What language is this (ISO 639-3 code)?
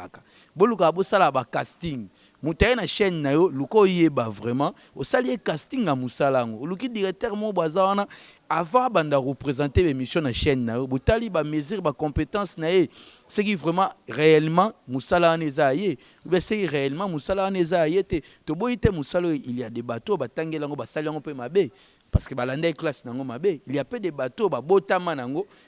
lin